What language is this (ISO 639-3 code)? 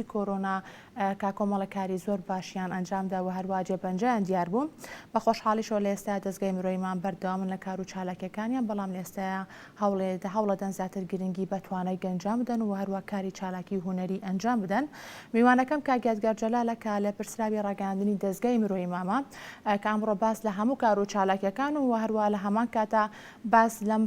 ckb